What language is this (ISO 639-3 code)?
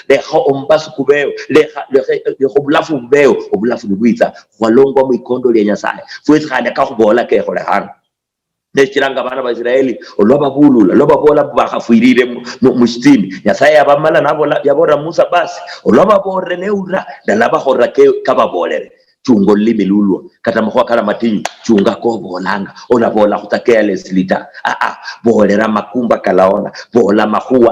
luy